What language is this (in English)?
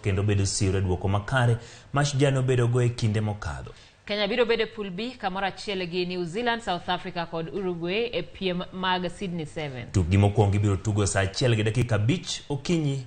Luo (Kenya and Tanzania)